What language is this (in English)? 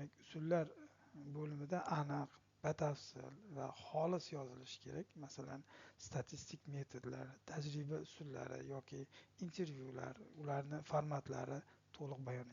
Uzbek